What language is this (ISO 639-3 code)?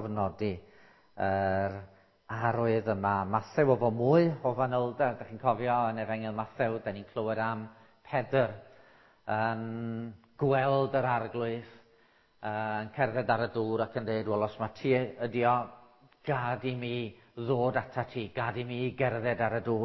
cym